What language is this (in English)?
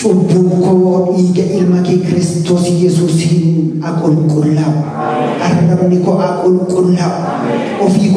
Oromo